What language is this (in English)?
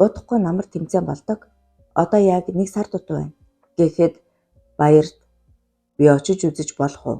Mongolian